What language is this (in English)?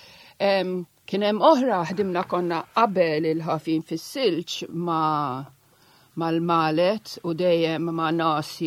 Maltese